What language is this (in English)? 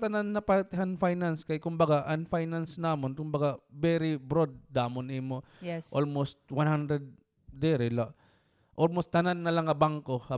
Waray